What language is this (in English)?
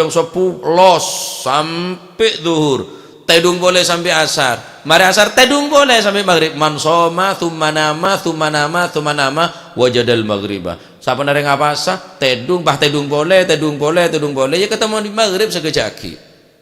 Madurese